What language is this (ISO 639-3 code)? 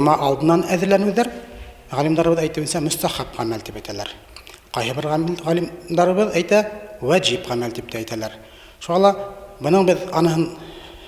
bak